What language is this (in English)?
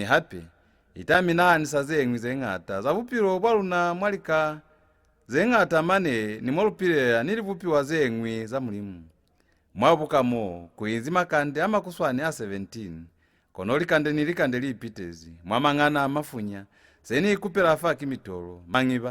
Lozi